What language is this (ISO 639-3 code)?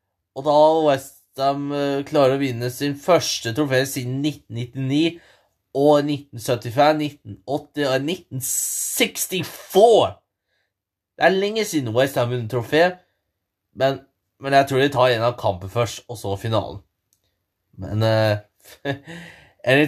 nor